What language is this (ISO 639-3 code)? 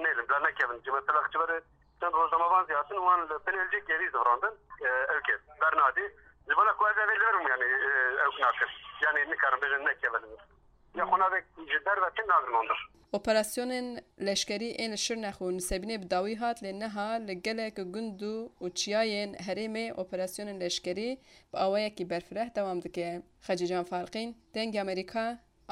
kur